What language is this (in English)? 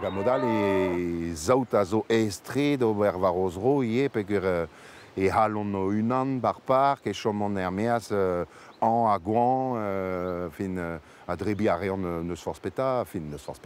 Breton